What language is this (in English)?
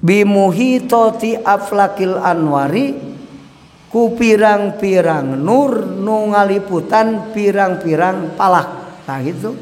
Sundanese